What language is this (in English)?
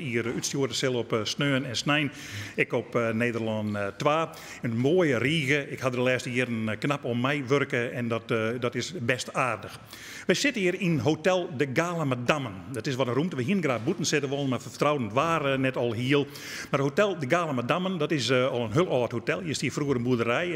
Western Frisian